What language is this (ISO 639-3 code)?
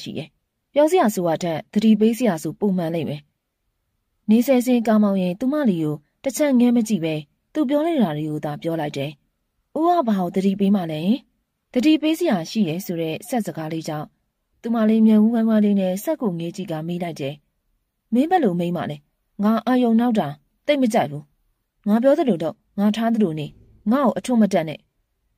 mya